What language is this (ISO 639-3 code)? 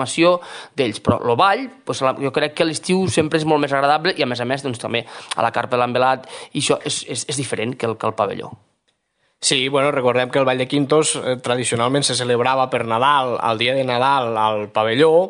cat